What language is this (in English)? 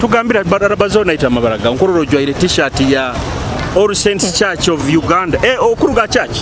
Nyoro